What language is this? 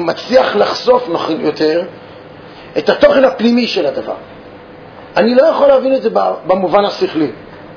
Hebrew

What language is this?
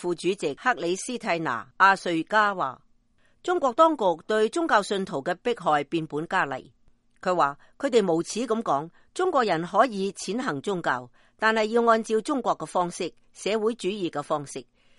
Cantonese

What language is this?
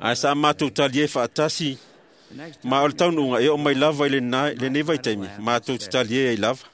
Samoan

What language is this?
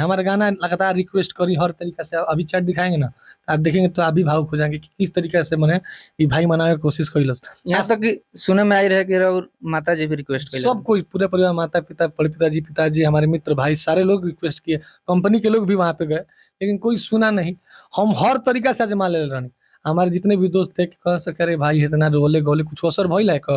Bhojpuri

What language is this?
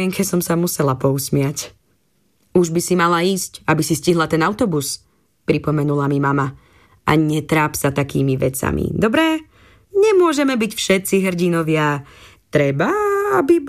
Slovak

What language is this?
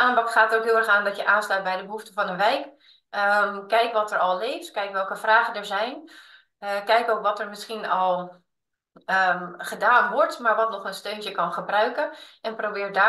Dutch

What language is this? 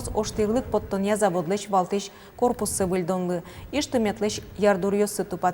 Udmurt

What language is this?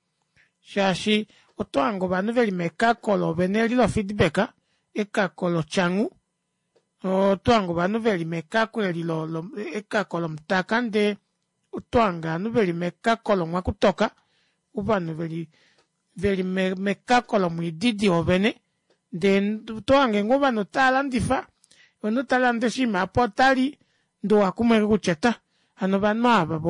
Kuanyama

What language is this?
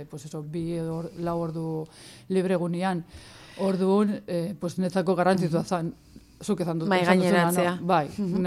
Basque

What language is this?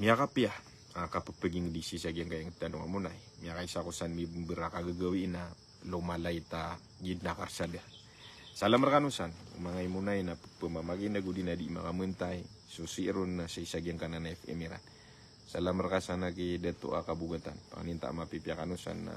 Maranao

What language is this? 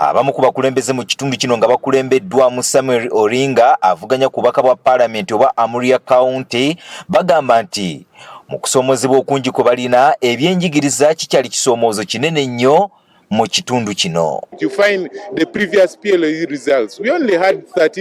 Ganda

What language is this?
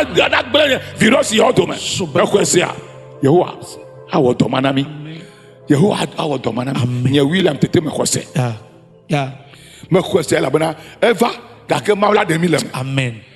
Ewe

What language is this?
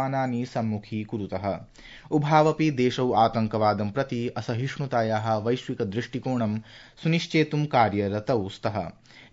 Sanskrit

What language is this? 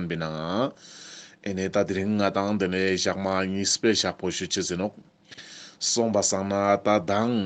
Ladakhi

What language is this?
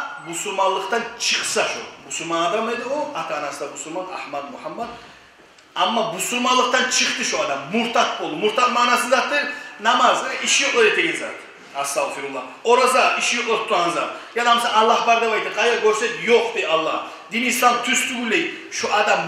Kumyk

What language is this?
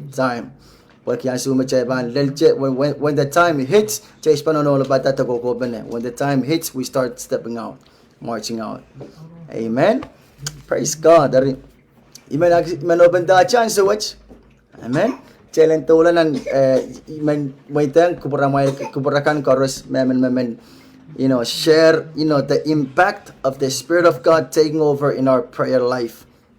Pohnpeian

